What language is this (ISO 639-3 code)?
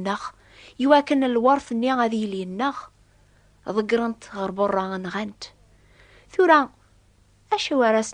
kab